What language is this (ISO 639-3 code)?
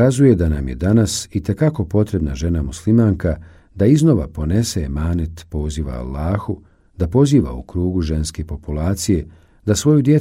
bos